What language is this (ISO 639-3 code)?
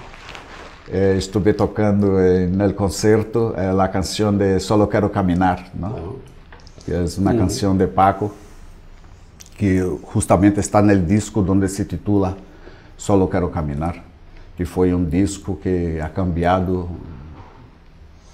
spa